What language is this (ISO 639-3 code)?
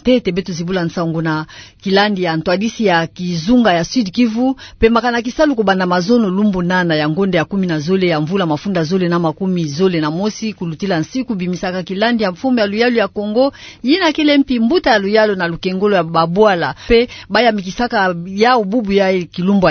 ktu